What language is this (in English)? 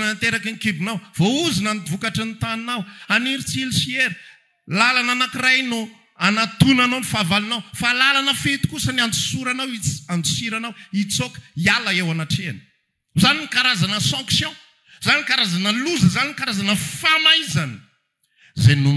Malagasy